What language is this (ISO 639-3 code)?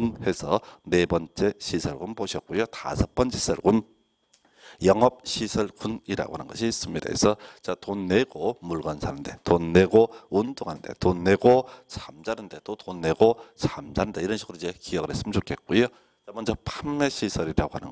kor